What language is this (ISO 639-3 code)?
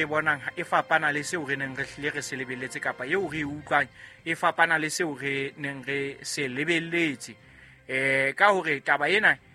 sot